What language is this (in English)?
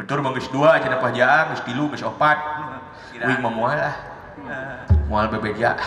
Sundanese